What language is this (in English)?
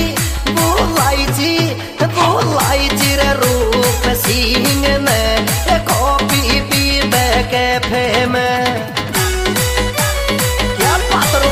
Bhojpuri